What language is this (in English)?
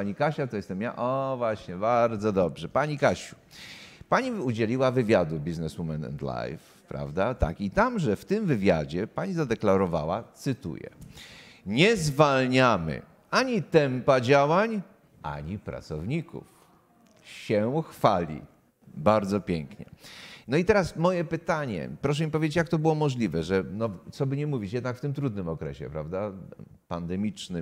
Polish